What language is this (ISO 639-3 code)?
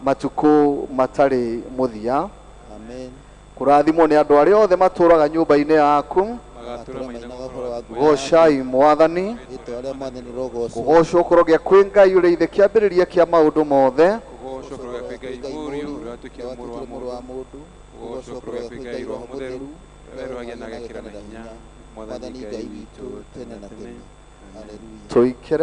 kik